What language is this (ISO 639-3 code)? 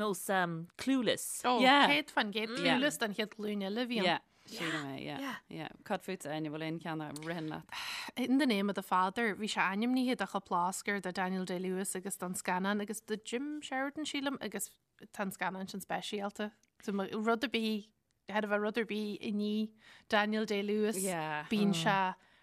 gle